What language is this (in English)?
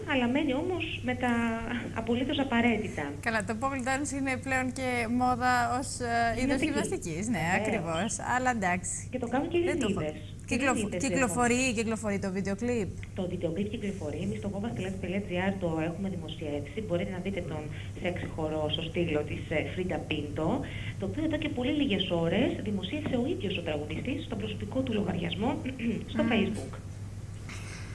Greek